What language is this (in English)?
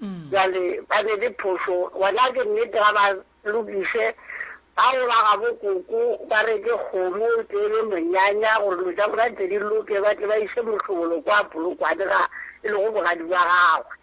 Northern Sotho